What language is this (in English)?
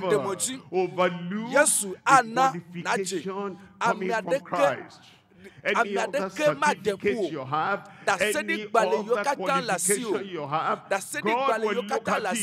Ewe